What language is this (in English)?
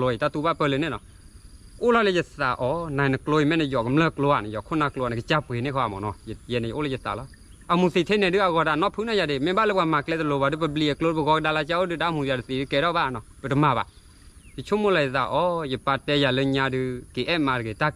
S'gaw Karen